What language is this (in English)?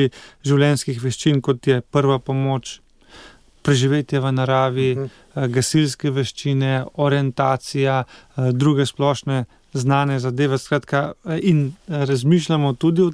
Slovenian